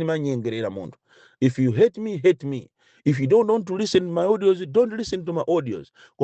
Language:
Nyanja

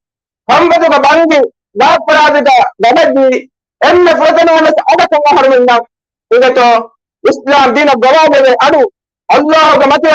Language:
Divehi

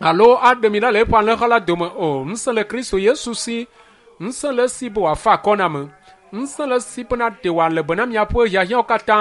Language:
Ewe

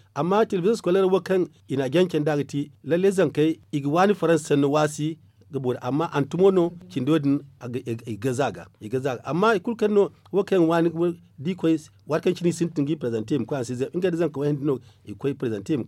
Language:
Zarma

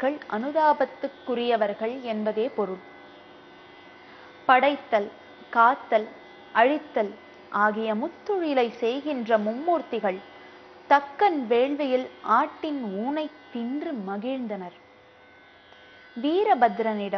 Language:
Tamil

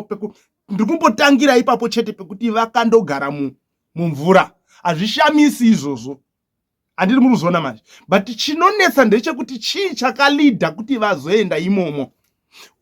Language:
Shona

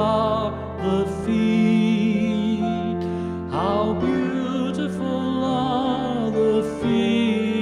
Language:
Faroese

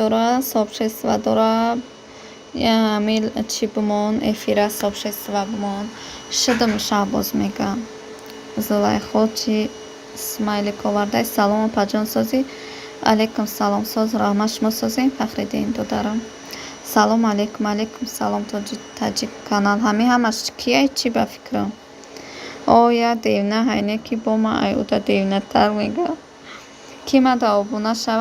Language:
Tajik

